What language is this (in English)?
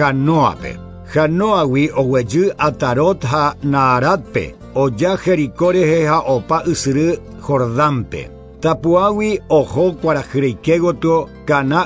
Guarani